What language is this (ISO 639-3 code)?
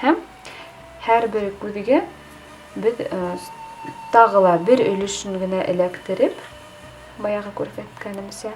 bak